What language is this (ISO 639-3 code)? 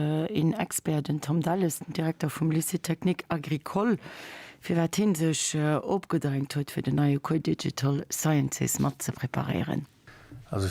ltz